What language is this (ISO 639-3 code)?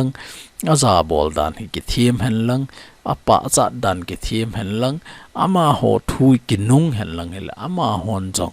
tcz